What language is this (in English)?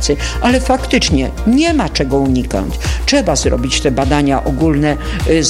Polish